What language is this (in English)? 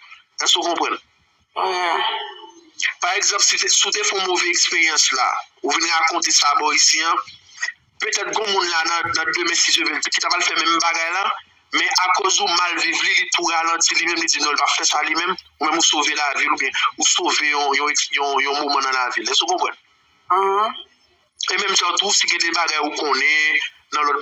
Haitian Creole